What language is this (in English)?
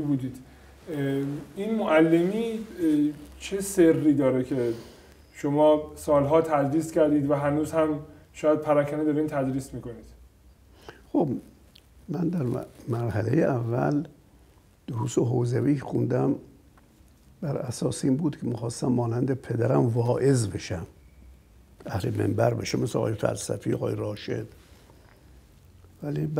Persian